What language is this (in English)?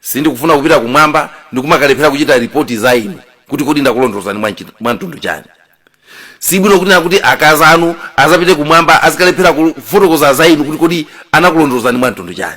Nyanja